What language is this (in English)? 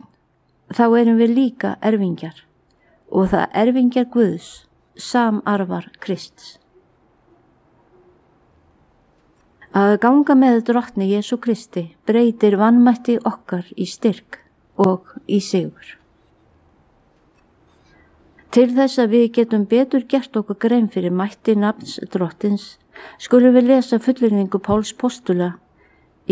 Icelandic